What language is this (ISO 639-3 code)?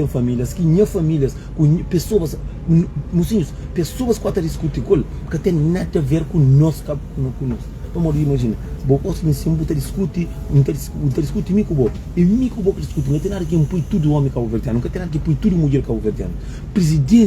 kea